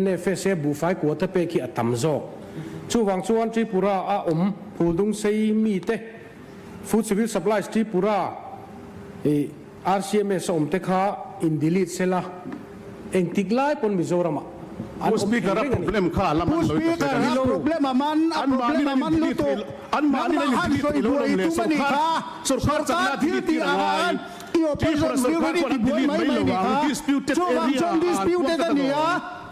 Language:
Mizo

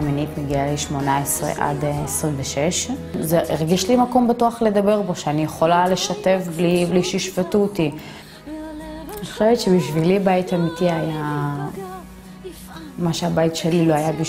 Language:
Hebrew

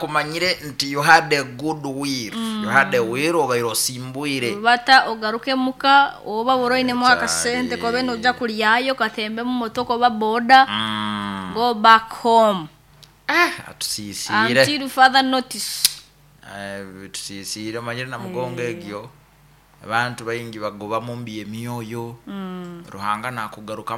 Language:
Nyoro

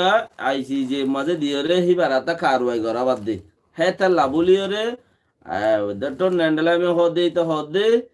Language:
Rohingya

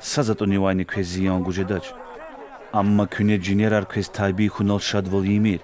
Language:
Lezghian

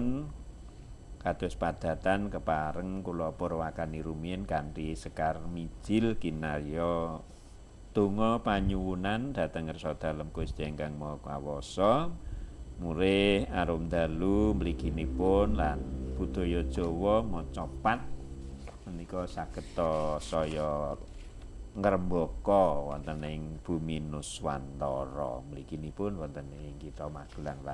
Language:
Javanese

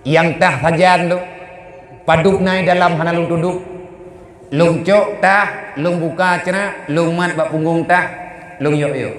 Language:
Achinese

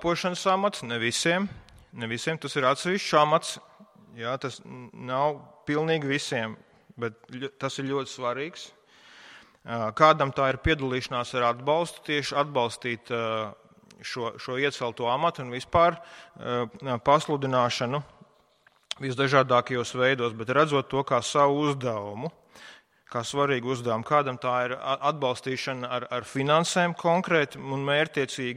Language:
Latvian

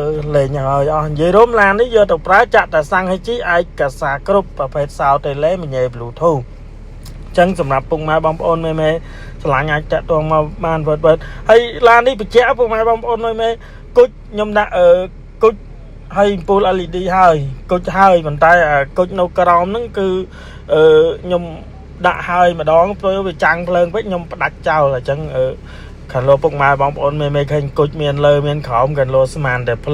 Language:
Khmer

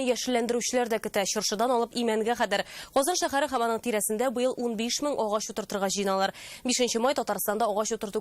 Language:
Tatar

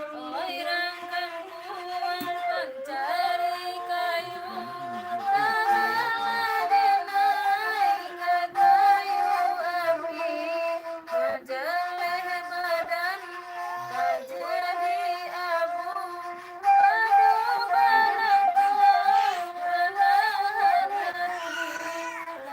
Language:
Minangkabau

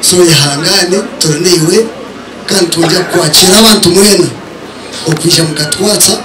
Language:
Nyankole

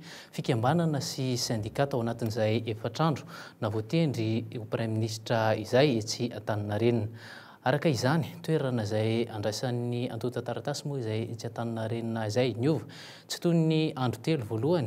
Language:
Malagasy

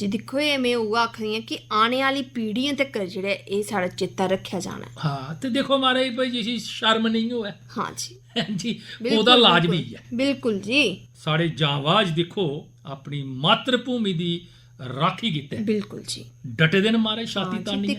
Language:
Dogri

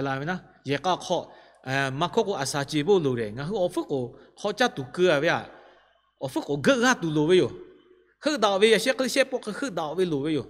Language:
Lahu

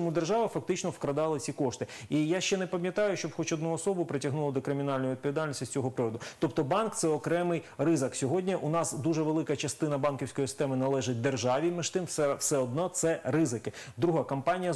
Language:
Ukrainian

